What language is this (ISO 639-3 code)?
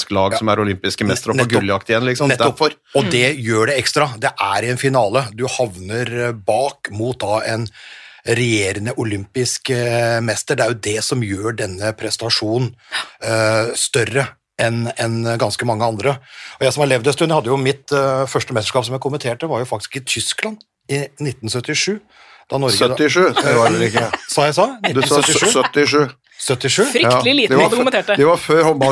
nor